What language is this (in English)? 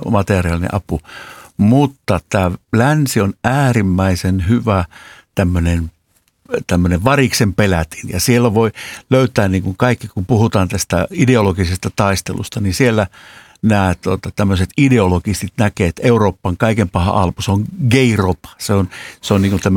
Finnish